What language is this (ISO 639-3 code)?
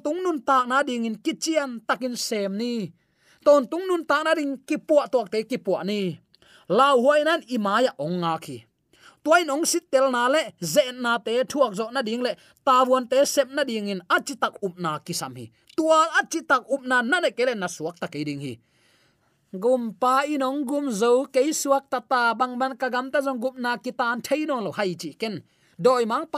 ctd